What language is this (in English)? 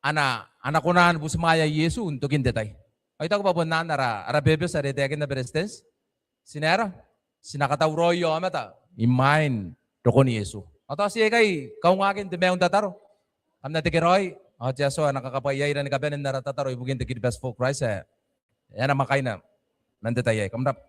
Gilbertese